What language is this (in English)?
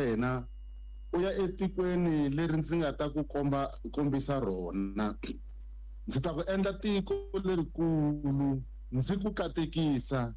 Tsonga